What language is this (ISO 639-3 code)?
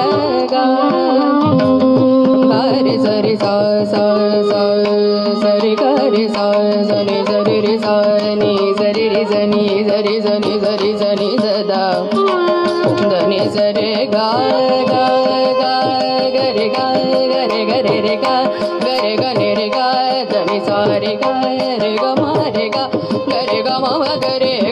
kan